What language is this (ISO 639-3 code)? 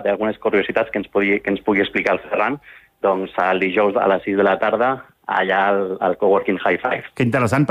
cat